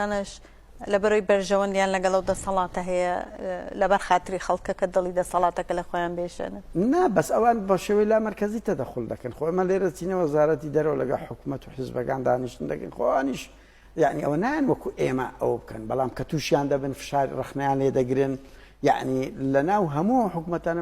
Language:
Central Kurdish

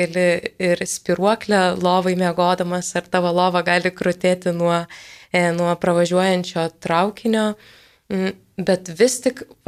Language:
Lithuanian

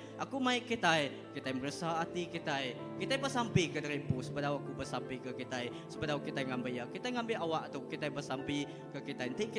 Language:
Iban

